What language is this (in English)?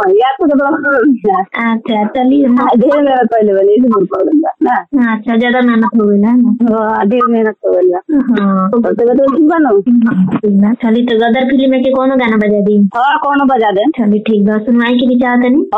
Bhojpuri